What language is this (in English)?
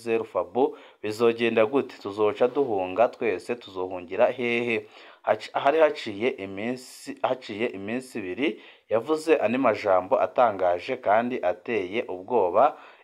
Rundi